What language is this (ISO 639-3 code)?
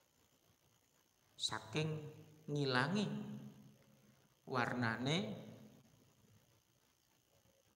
jav